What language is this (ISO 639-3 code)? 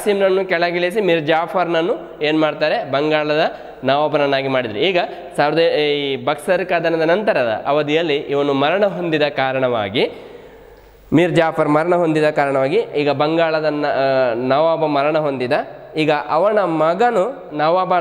kan